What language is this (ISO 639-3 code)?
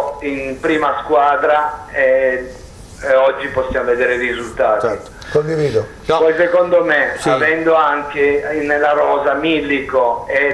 ita